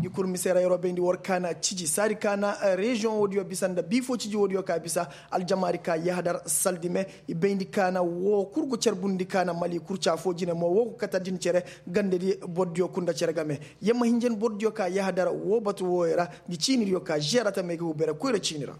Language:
Koyraboro Senni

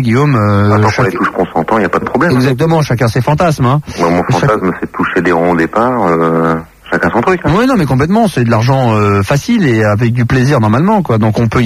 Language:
French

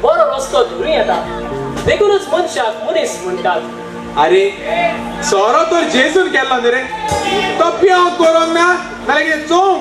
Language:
Konkani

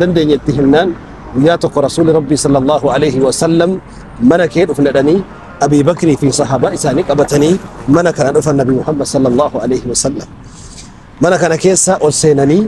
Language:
Oromo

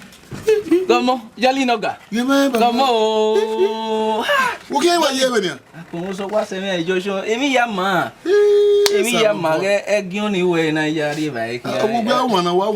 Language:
Bini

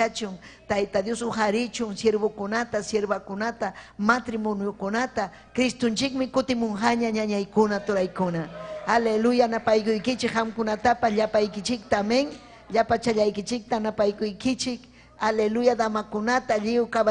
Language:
Ayacucho Quechua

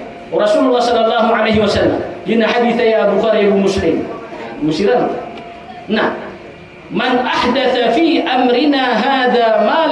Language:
Maranao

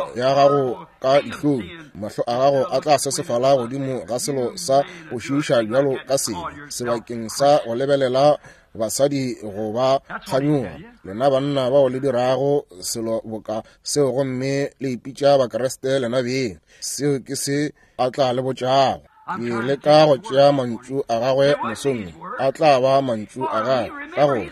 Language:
Northern Sotho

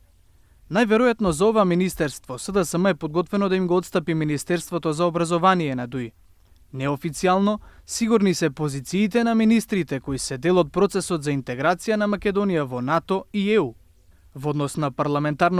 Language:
Macedonian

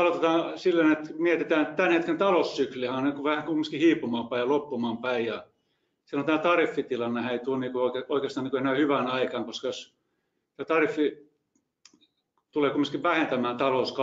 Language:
Finnish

